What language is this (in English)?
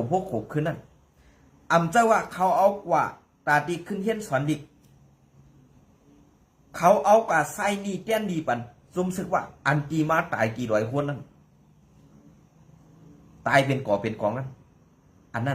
Shan